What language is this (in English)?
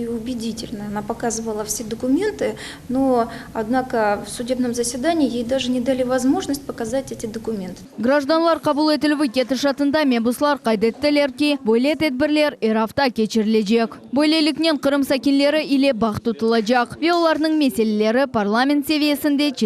Crimean Tatar